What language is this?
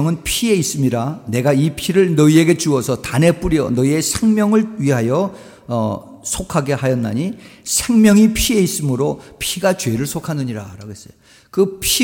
Korean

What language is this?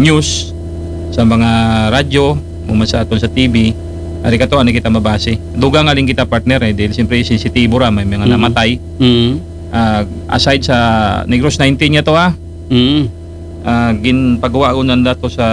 Aklanon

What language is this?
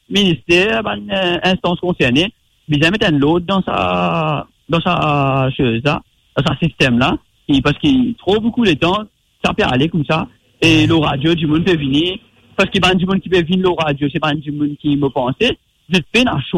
Morisyen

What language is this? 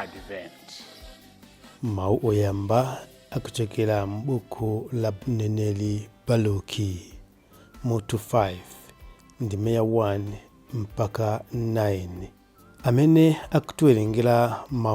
Nyanja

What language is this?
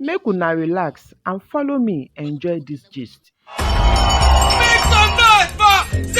Nigerian Pidgin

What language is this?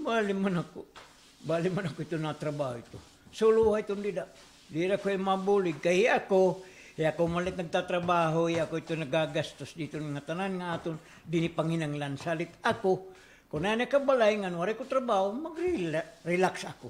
Waray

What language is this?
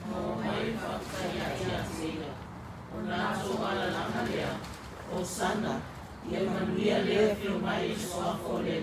Samoan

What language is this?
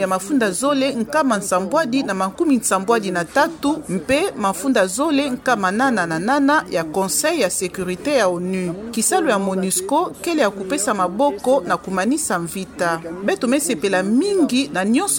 Kituba (Democratic Republic of Congo)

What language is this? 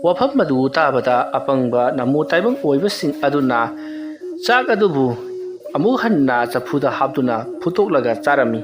Manipuri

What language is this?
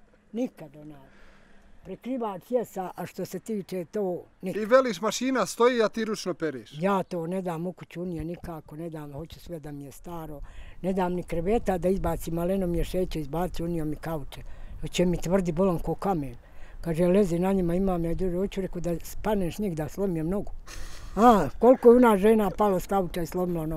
Bosnian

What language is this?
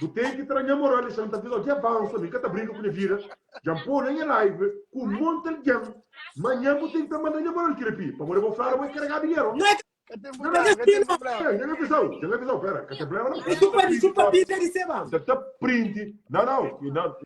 Kabuverdianu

